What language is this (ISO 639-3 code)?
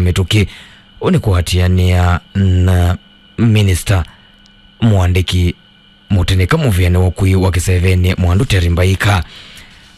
kam